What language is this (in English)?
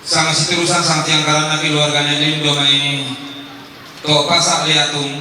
Toraja-Sa'dan